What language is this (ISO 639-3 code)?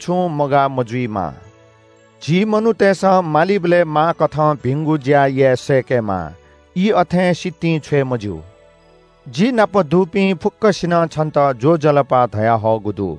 new